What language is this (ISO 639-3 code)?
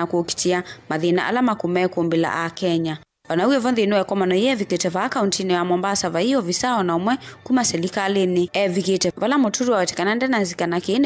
kam